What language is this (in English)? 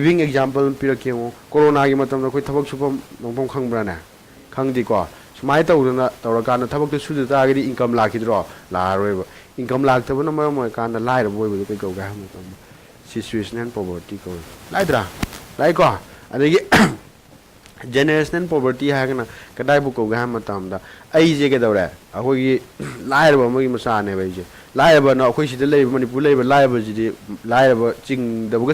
Manipuri